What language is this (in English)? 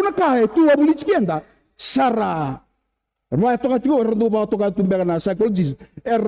Fijian